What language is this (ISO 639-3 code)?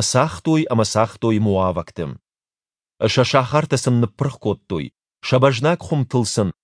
oss